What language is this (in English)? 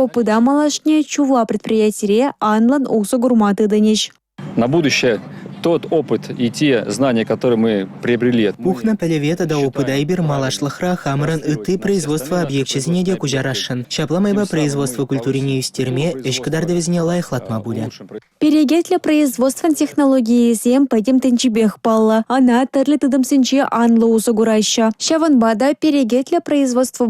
Chuvash